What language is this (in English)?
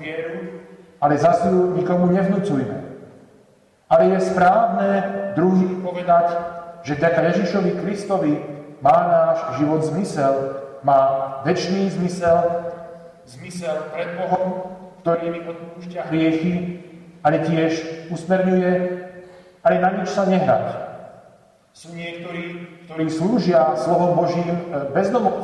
Slovak